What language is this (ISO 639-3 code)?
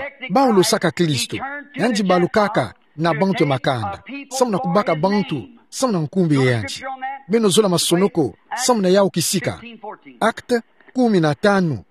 ktu